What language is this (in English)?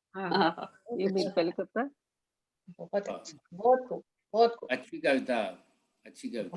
Dogri